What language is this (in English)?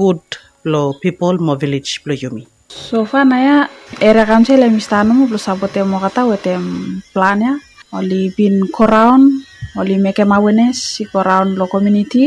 Bislama